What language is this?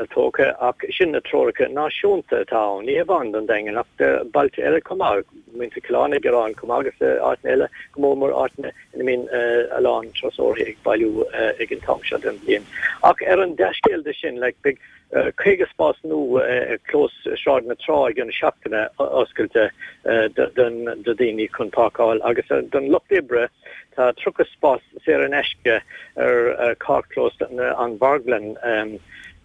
Irish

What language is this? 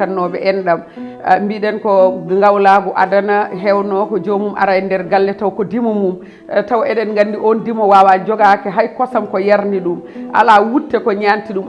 Fula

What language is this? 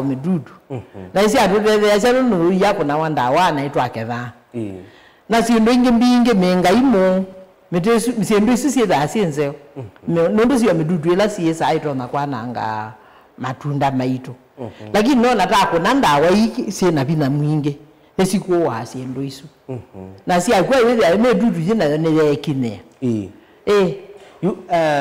Kamba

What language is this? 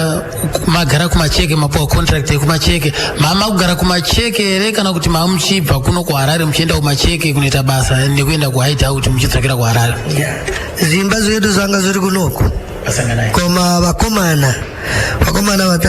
Shona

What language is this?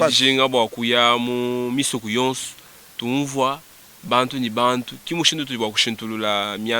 Luba-Lulua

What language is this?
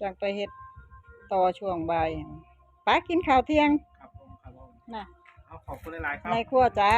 Northeastern Thai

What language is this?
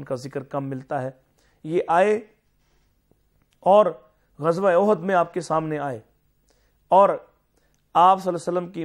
Urdu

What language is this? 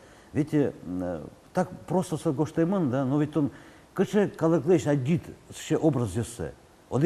Udmurt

